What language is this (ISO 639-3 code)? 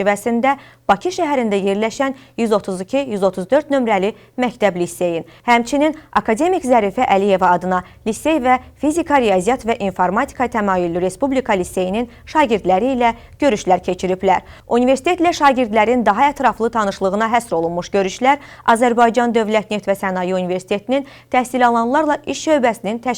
aze